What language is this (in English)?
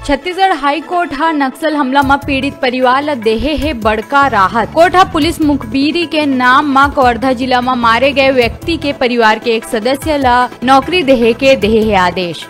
Chhattisgarhi